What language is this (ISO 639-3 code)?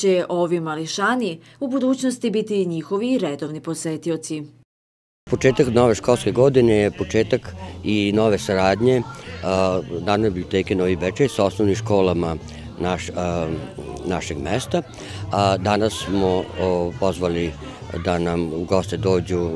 srp